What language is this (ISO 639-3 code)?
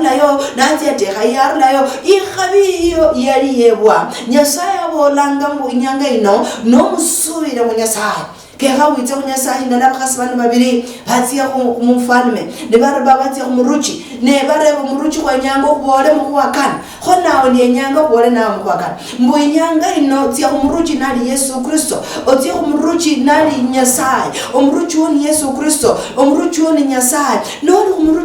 luy